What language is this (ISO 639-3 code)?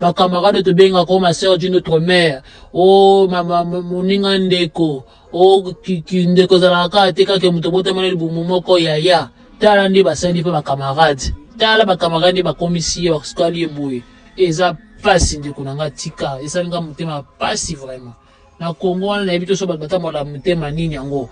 lin